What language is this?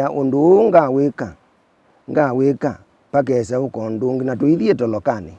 Kamba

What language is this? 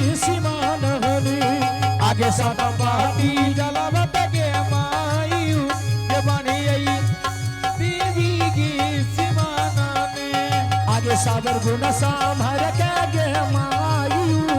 Angika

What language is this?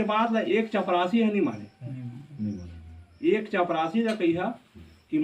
Chhattisgarhi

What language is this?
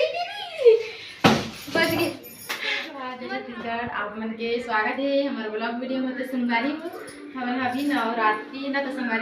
Chhattisgarhi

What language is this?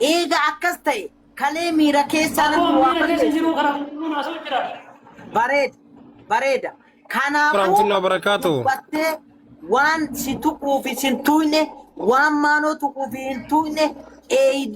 Oromo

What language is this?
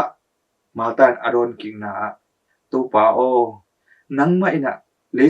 Tedim Chin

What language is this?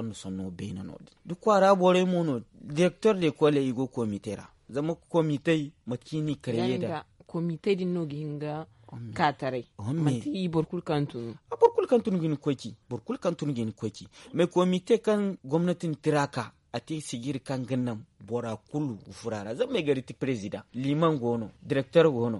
Zarma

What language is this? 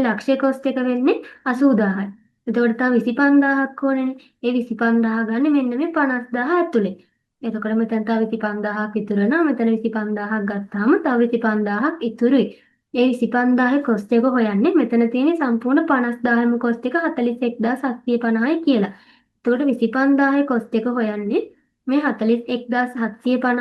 Sinhala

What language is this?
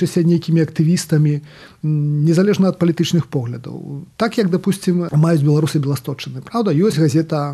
Belarusian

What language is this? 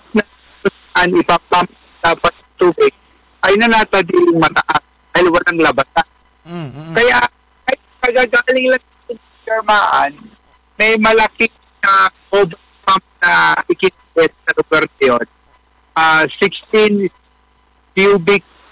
Filipino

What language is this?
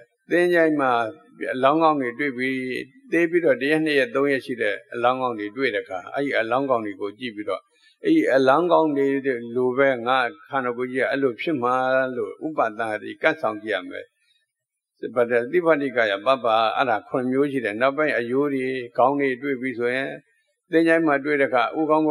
Burmese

